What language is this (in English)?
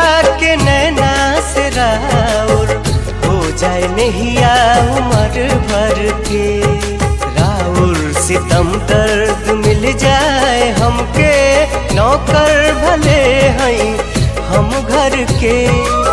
Bhojpuri